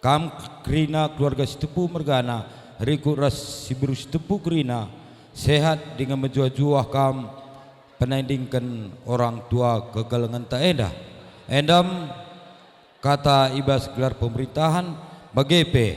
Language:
Batak Karo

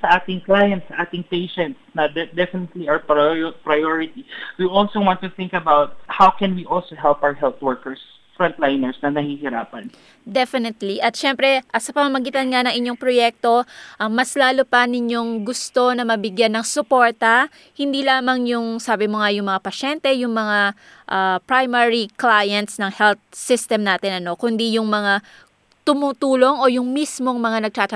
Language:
Filipino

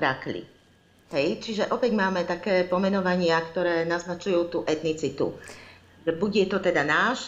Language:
Slovak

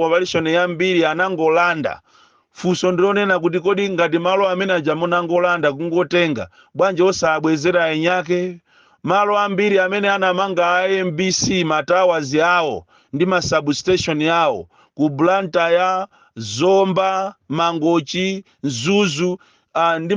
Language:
Nyanja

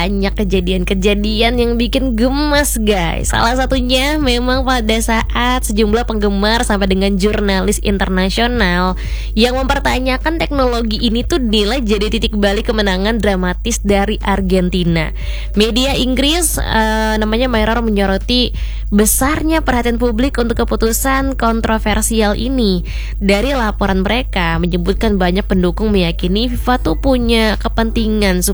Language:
Indonesian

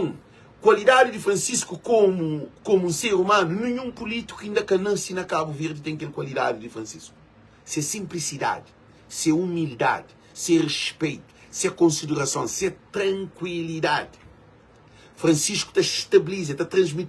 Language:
Kabuverdianu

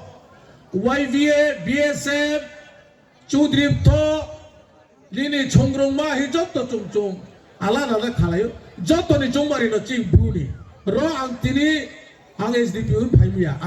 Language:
Riang (India)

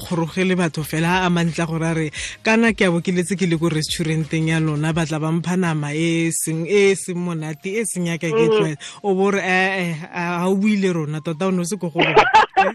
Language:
Tswana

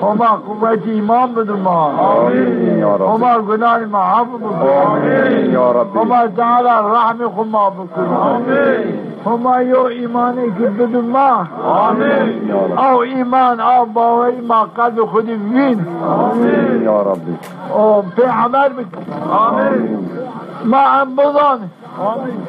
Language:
Zaza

